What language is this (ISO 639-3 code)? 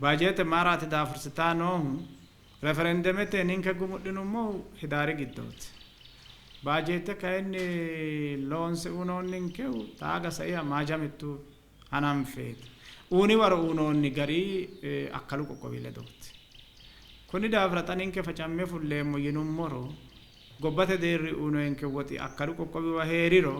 sid